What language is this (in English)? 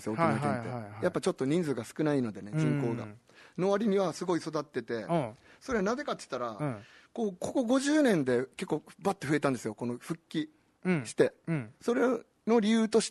Japanese